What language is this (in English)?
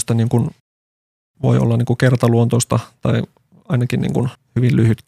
Finnish